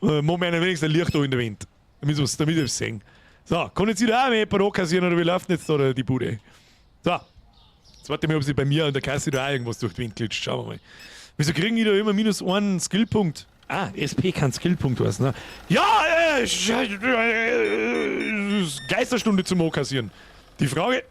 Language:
Bavarian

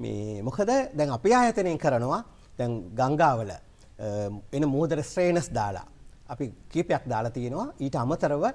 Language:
Sinhala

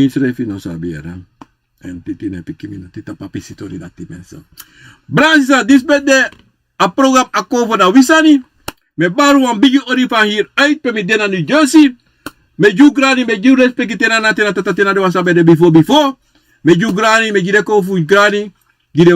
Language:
Sranan Tongo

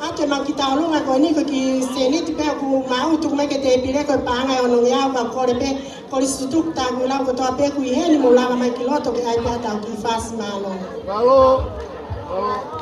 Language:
Tongan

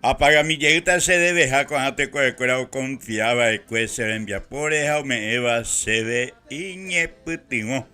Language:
Guarani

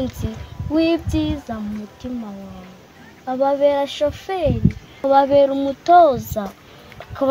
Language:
Kinyarwanda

